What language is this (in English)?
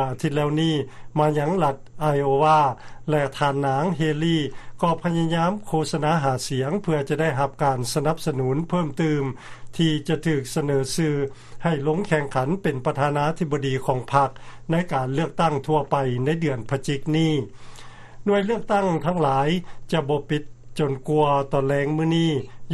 Lao